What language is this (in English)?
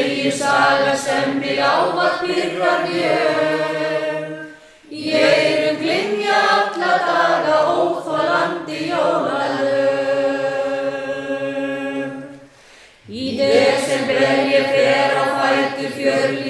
Icelandic